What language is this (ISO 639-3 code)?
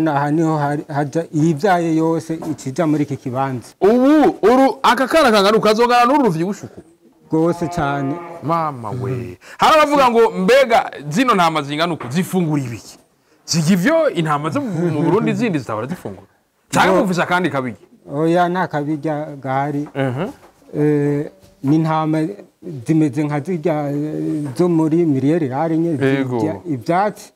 run